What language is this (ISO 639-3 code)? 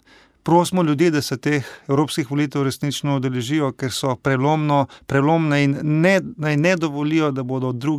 slv